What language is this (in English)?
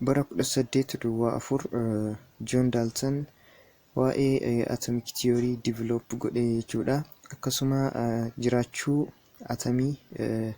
Oromo